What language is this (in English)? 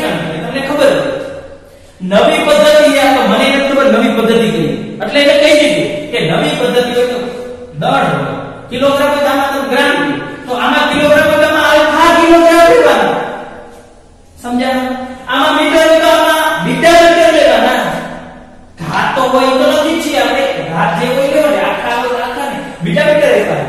Gujarati